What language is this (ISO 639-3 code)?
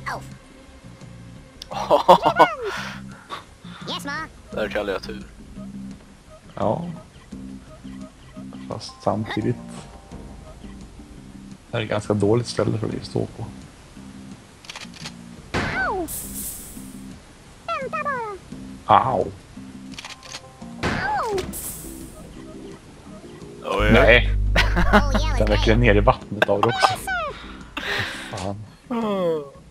swe